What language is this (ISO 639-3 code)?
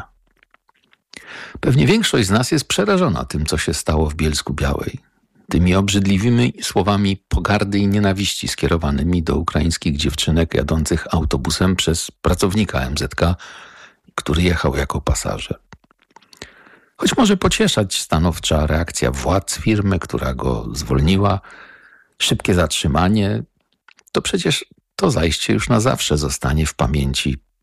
pol